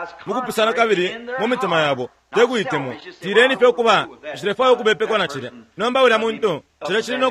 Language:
Bemba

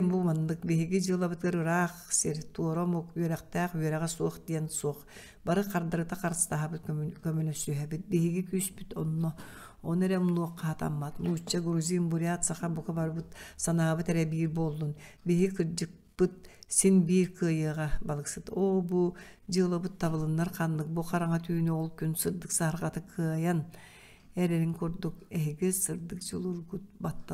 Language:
Yakut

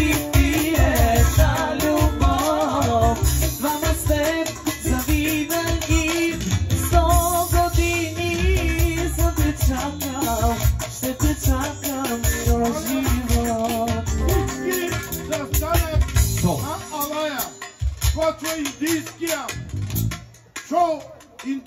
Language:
Bulgarian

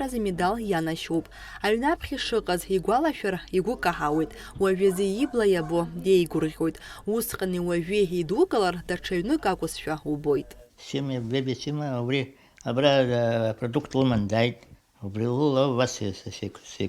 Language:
Abkhazian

